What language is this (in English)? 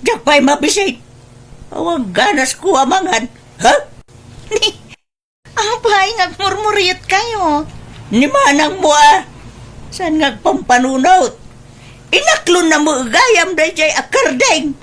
Iloko